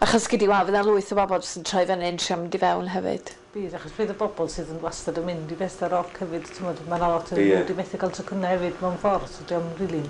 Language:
Welsh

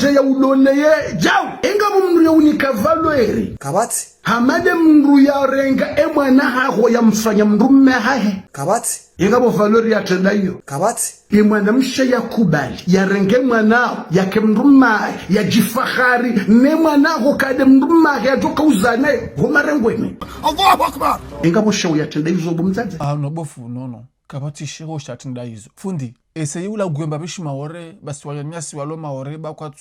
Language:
Ngazidja Comorian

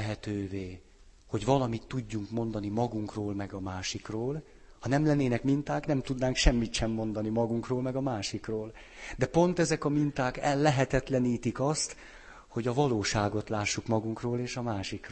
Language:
Hungarian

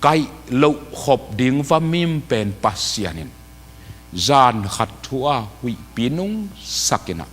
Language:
Tedim Chin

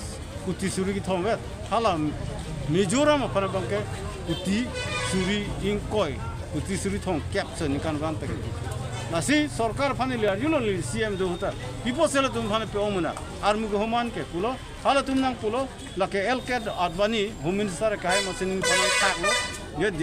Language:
Karbi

